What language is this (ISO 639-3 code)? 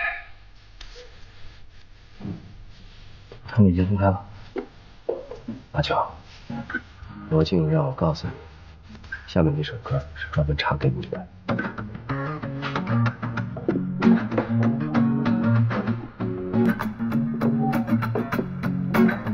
zho